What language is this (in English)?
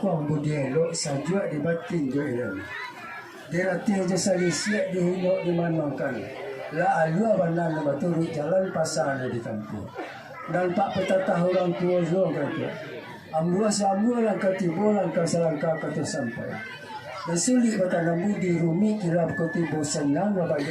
Minangkabau